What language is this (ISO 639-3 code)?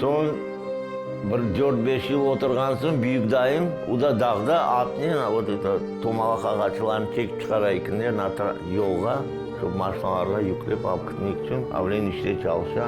crh